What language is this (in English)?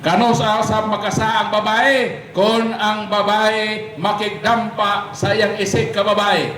Cebuano